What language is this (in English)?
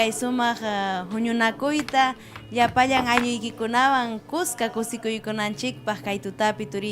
Ayacucho Quechua